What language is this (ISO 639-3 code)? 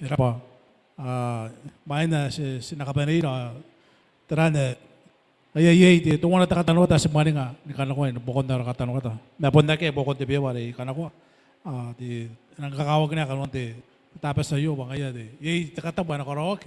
gil